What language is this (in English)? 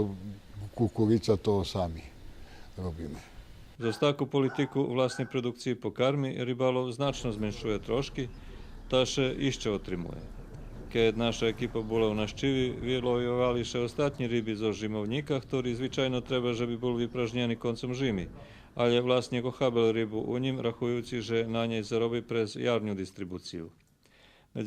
Rusyn